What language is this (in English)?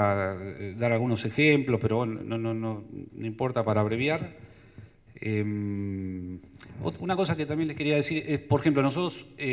Spanish